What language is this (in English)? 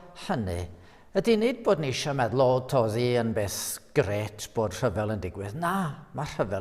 Welsh